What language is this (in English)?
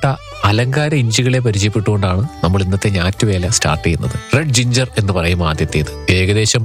Malayalam